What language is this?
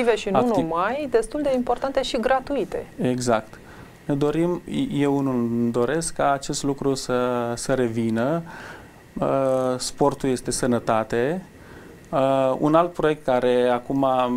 Romanian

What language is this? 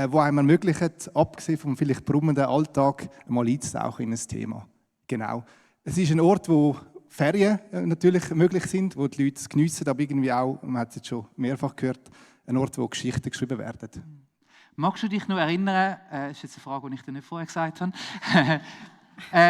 Swiss German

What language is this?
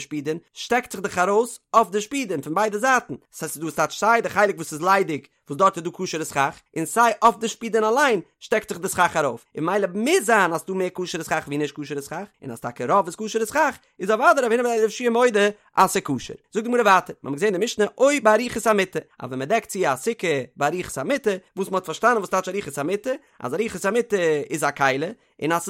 Yiddish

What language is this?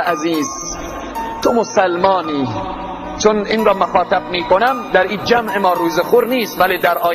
Persian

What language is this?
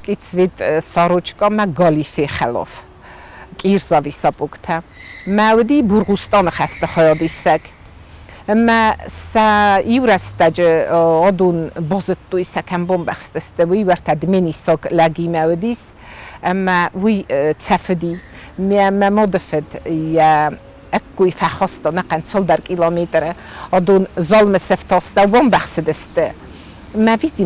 Ossetic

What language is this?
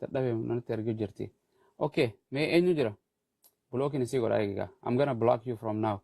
Oromo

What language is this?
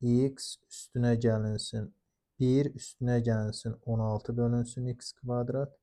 Azerbaijani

